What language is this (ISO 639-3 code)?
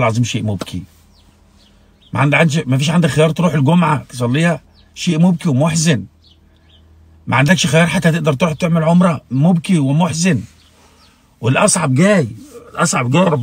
ara